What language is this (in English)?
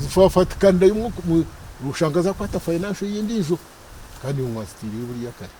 Nyankole